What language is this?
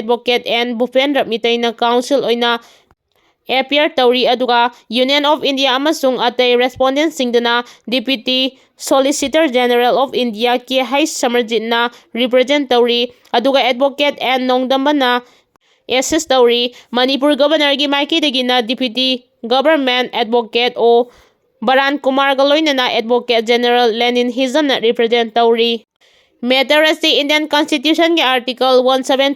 Manipuri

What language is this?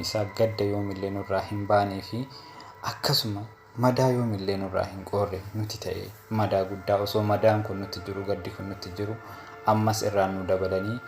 Oromo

